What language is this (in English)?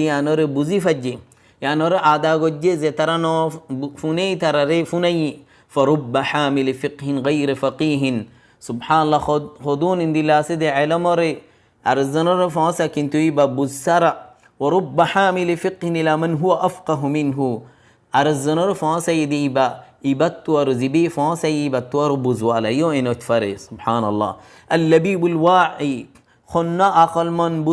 Rohingya